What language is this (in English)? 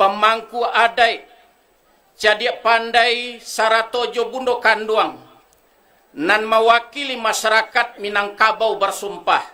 Minangkabau